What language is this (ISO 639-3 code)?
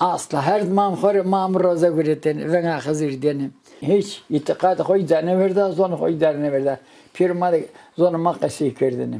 zza